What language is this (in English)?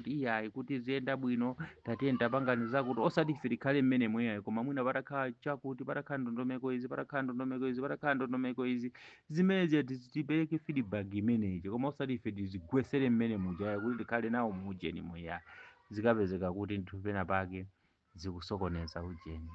Nyanja